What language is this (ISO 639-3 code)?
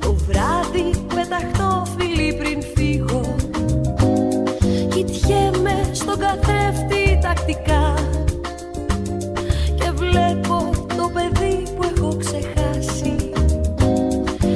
ell